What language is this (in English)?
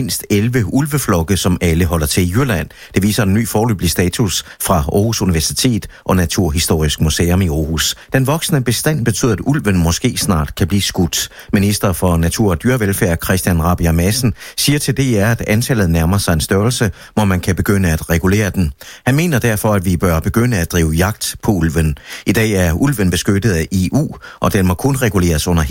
Danish